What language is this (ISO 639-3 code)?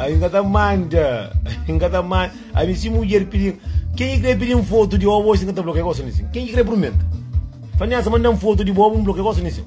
kea